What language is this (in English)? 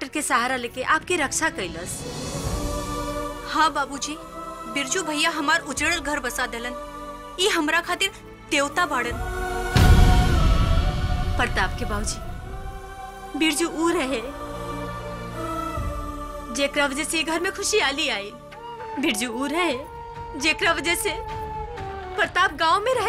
Bhojpuri